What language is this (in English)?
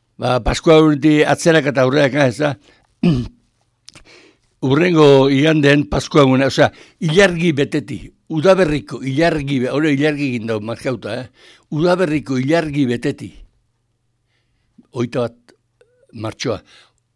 Basque